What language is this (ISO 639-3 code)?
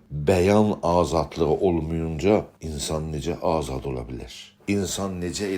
azb